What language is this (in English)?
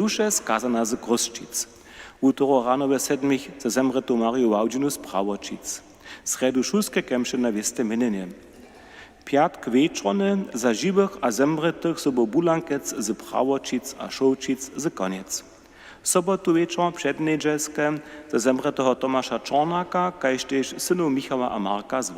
Upper Sorbian